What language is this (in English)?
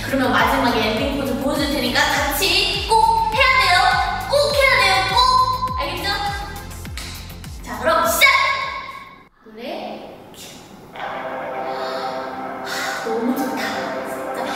Korean